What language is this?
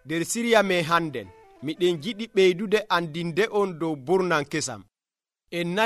Nigerian Fulfulde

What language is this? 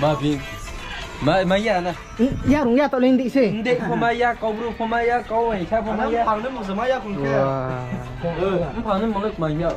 Riang (India)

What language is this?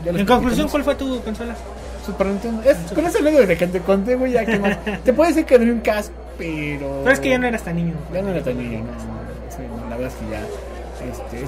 Spanish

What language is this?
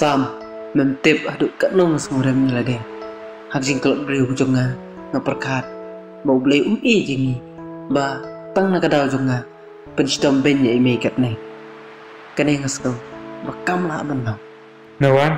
Khasi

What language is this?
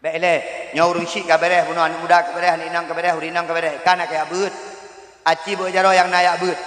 Achinese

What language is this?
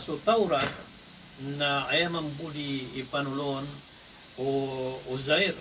Maranao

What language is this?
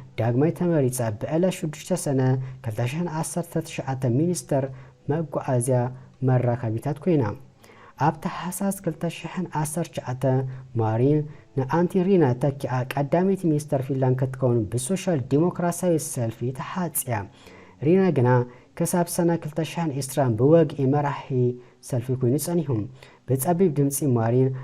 Tigrinya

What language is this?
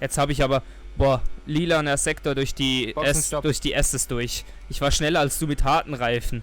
Swiss German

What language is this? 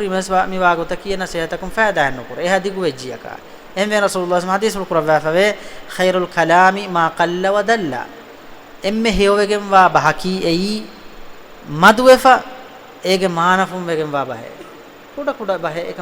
Divehi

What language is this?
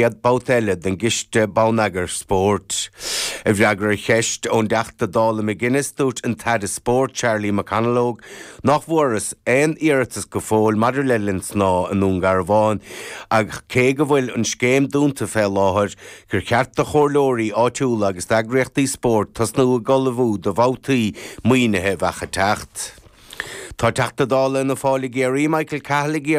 Irish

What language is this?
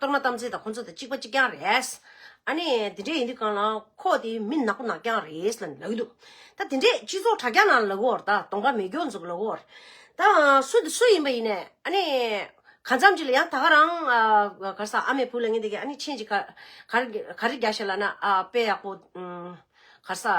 Tibetan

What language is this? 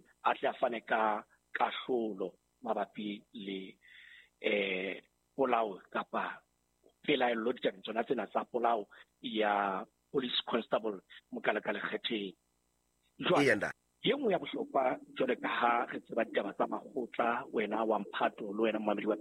Southern Sotho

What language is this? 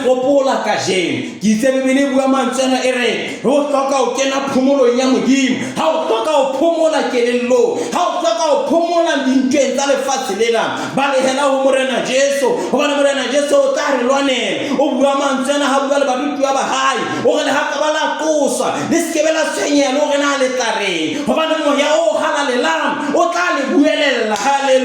Southern Sotho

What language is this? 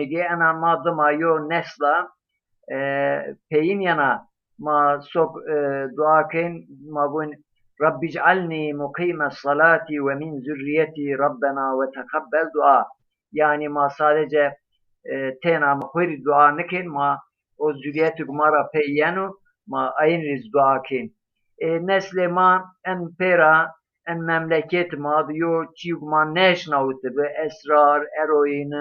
Zaza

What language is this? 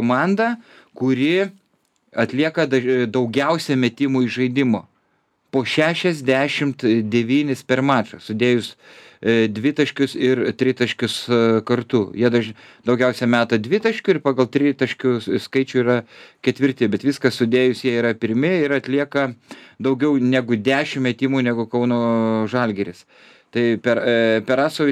Lithuanian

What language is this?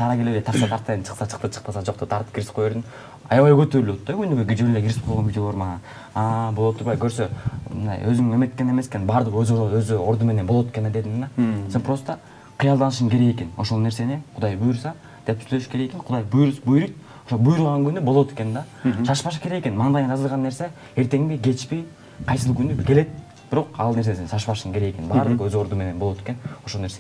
Kyrgyz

